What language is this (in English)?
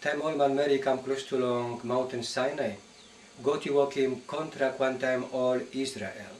Tok Pisin